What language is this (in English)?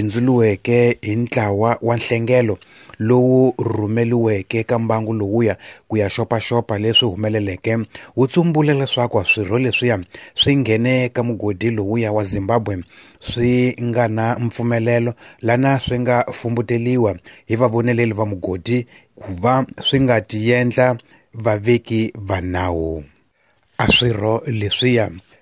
Tsonga